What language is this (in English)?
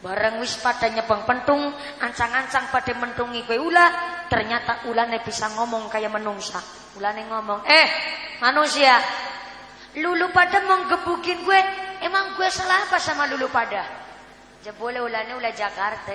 Javanese